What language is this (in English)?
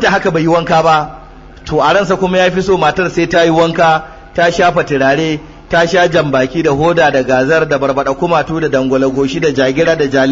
Hausa